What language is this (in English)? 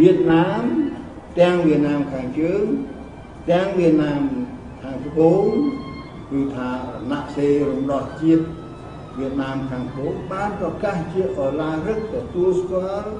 Khmer